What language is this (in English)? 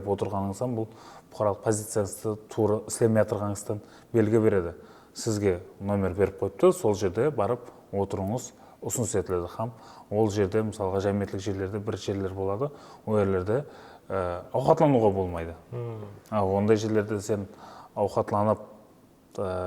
Kara-Kalpak